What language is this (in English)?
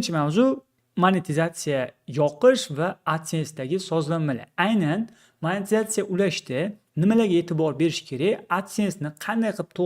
Uzbek